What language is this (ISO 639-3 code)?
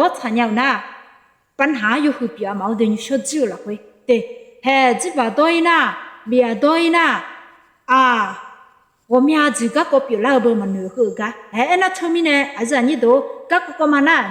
ahk